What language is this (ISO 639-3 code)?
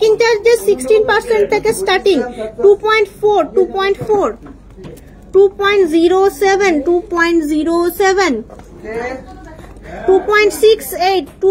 ben